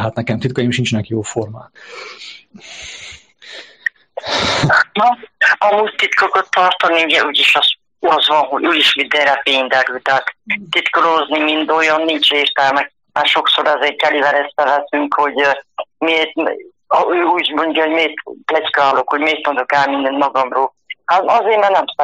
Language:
Hungarian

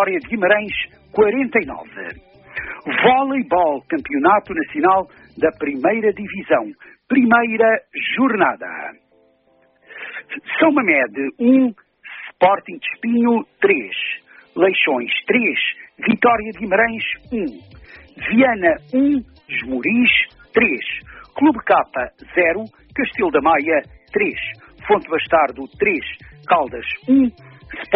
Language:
Portuguese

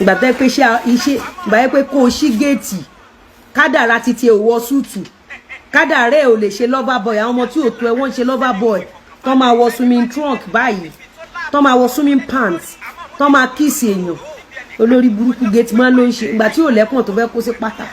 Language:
Yoruba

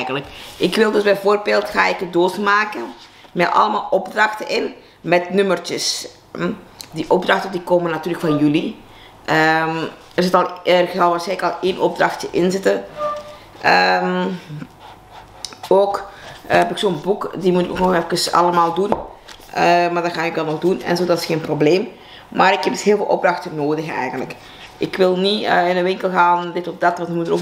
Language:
Dutch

